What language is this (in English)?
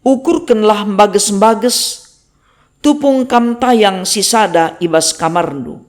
Batak Karo